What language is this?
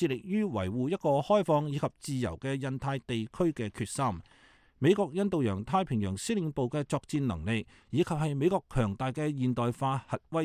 Cantonese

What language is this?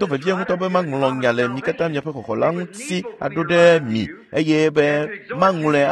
Ewe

